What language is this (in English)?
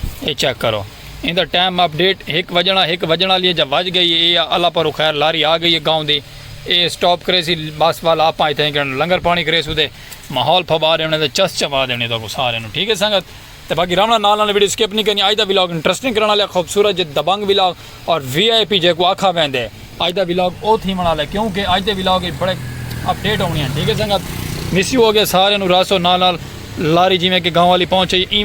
Saraiki